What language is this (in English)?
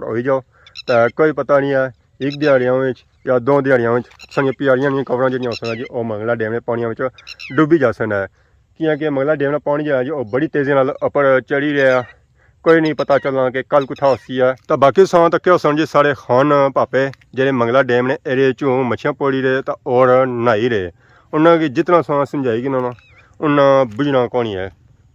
Pahari-Potwari